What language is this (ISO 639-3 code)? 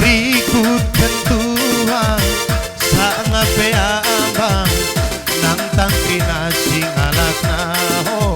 btx